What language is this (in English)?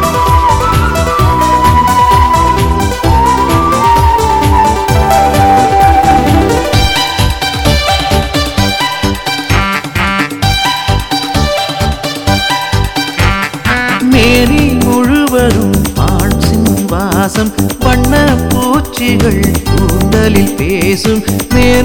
Tamil